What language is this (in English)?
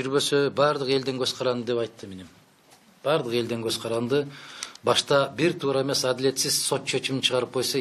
Kyrgyz